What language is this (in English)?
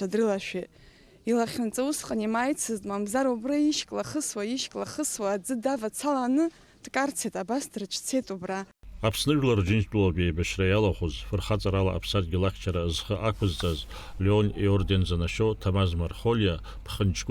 Abkhazian